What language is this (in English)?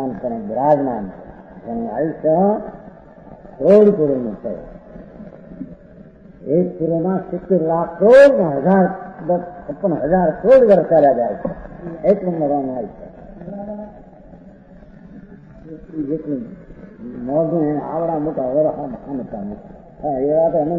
Gujarati